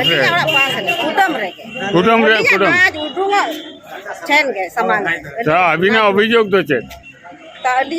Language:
Santali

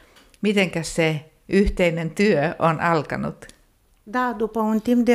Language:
Finnish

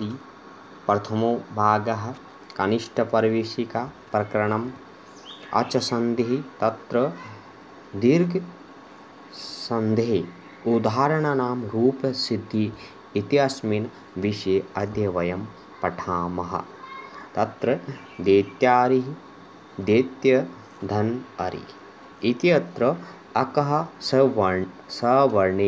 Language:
Sanskrit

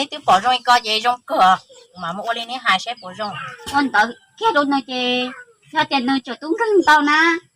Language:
Hmong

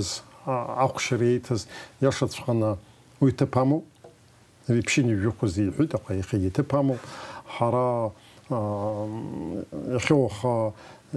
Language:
Abkhazian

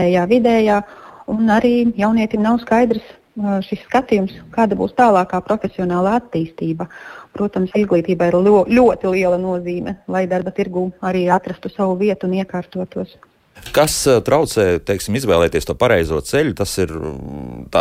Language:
Latvian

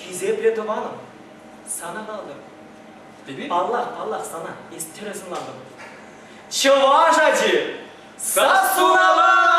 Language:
Chuvash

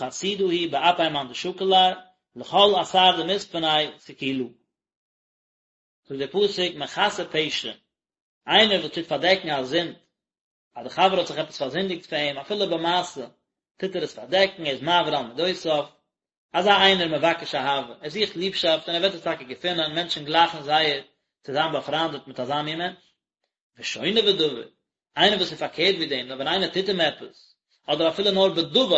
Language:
Yiddish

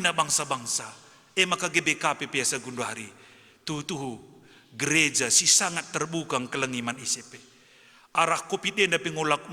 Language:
Batak Karo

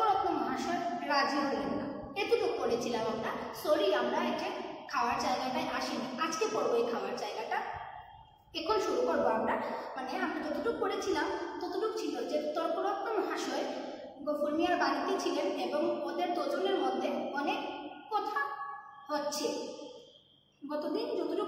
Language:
Bangla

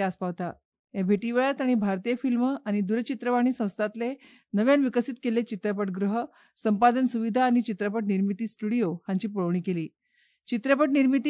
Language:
Konkani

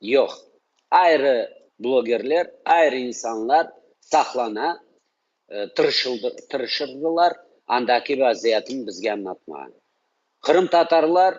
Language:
Crimean Tatar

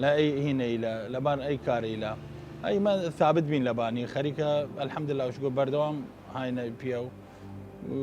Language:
Southern Kurdish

